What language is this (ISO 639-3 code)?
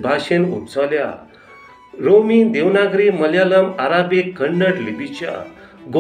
kok